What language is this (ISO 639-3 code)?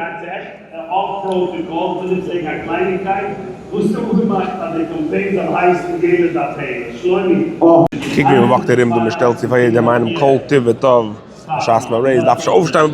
yid